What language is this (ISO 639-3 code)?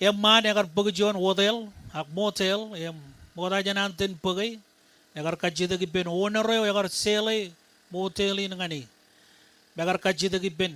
mah